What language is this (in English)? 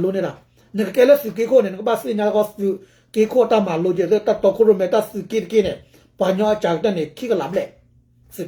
S'gaw Karen